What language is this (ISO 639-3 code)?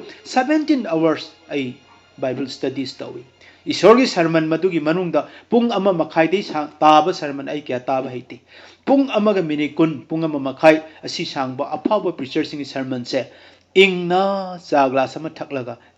mni